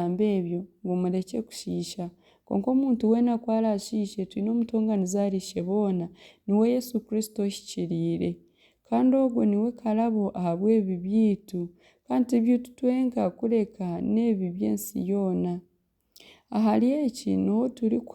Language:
Nyankole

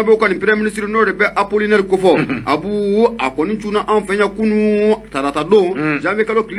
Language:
Bambara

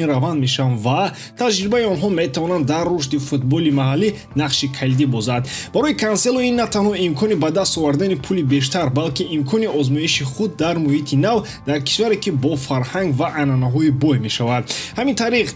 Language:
Tajik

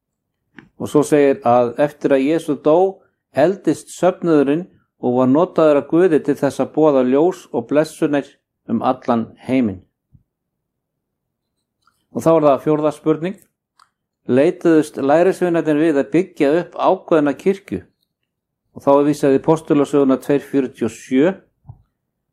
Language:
Icelandic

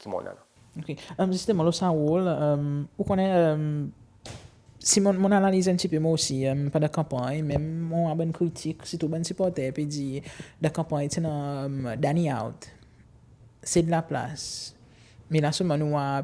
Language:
Seselwa Creole French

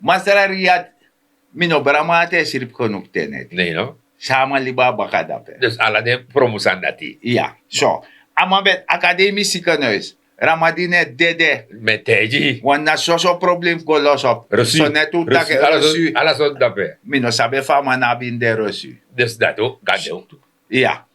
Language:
Sranan Tongo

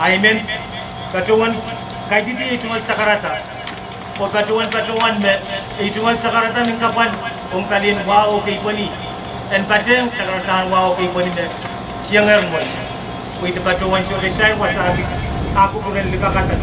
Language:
Pohnpeian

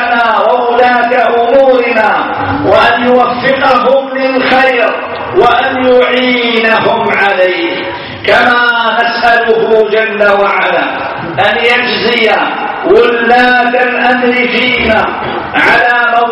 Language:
Arabic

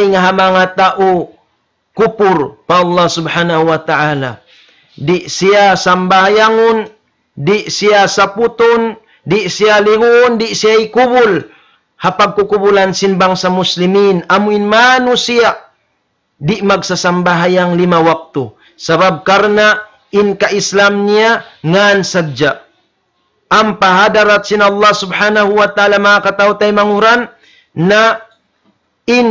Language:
Tausug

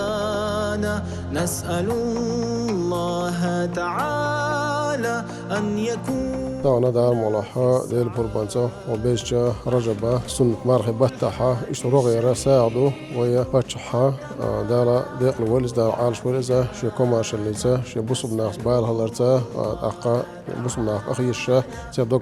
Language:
Chechen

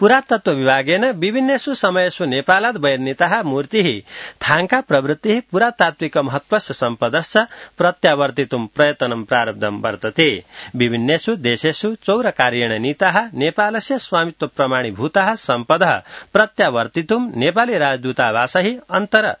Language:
Sanskrit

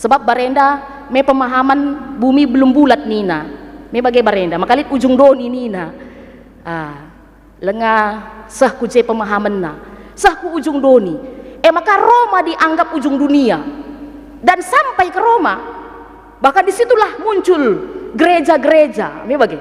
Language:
Batak Karo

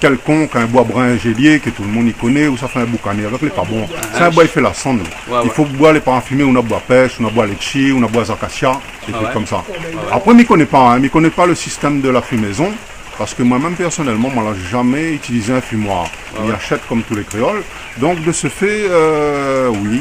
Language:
Réunion Creole French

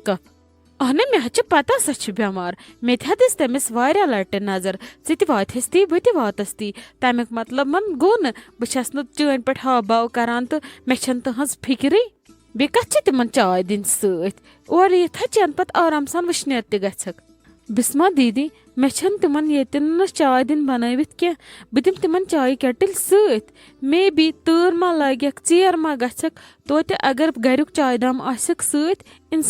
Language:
Kashmiri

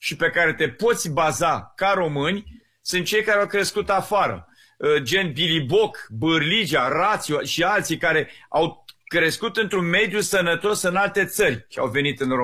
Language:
Romanian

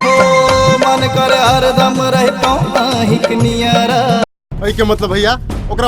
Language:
Maithili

